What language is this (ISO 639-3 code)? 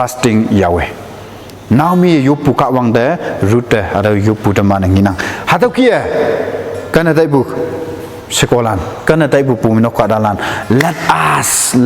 nbe